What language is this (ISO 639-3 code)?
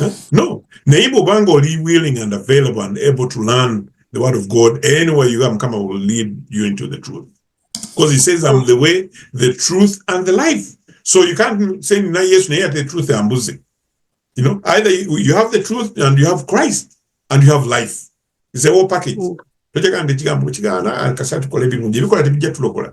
lug